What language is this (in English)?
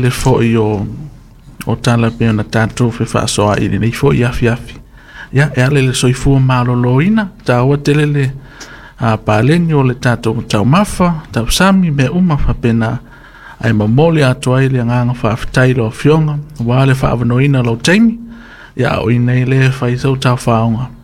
Samoan